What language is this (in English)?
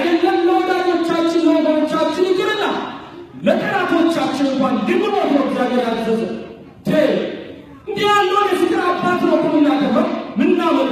Amharic